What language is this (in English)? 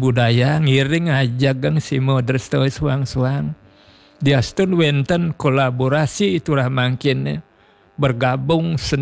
Balinese